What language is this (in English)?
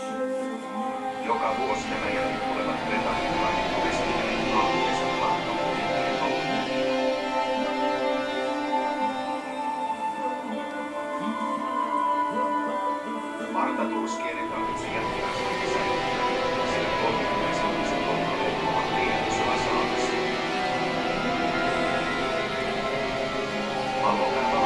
Finnish